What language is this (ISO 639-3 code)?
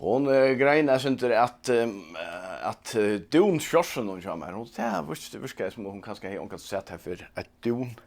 fao